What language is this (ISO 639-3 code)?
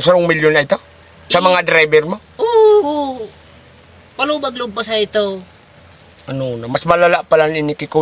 bik